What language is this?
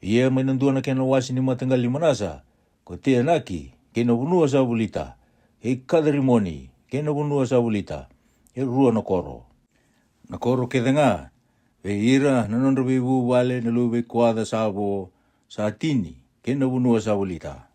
Fijian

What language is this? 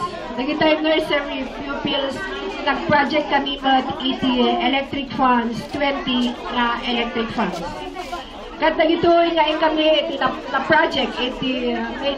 Iloko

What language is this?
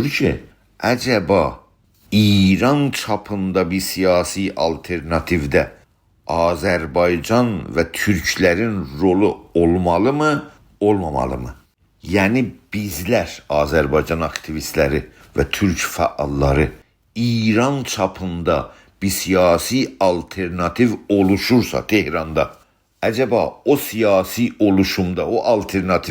South Azerbaijani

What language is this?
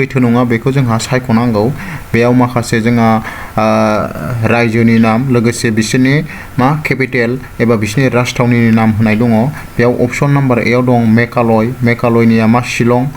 Bodo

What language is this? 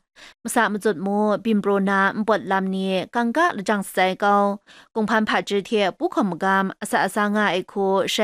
Kachin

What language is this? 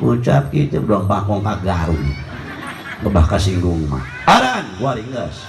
Sundanese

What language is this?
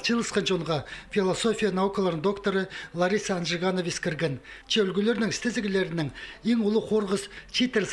Khakas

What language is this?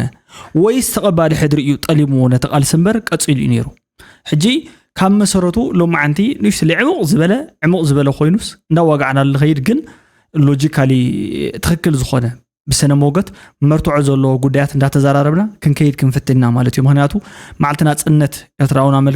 Tigrinya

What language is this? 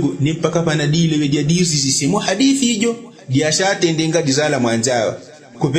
Yao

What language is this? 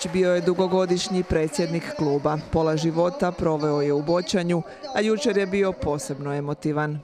Croatian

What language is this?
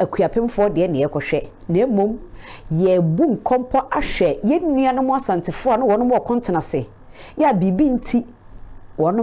Akan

